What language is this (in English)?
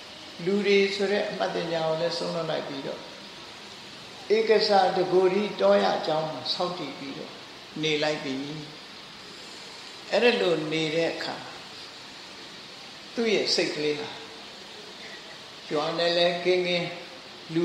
Burmese